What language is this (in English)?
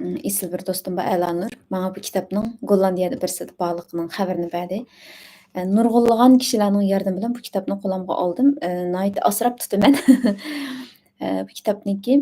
Uyghur